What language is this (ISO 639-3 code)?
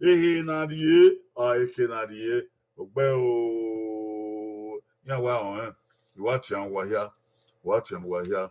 bin